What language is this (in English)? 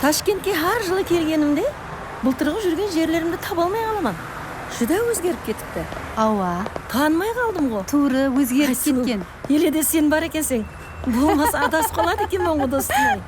Kara-Kalpak